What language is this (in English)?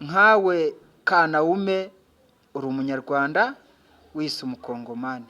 Kinyarwanda